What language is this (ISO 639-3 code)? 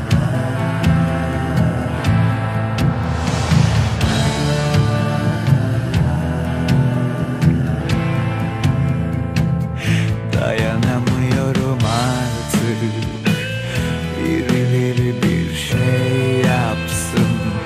tur